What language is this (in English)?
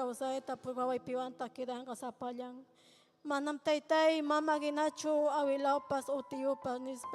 Ayacucho Quechua